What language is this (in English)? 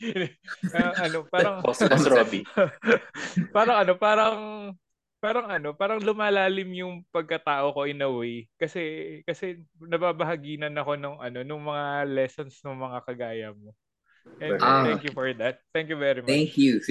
Filipino